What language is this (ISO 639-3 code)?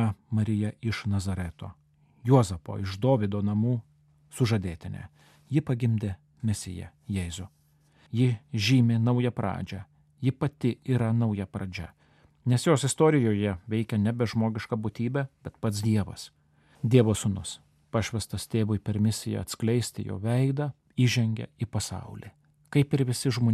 lit